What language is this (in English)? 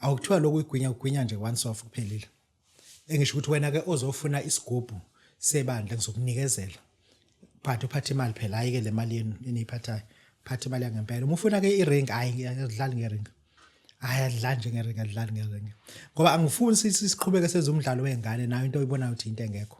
Zulu